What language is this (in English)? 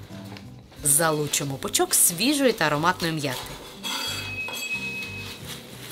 Ukrainian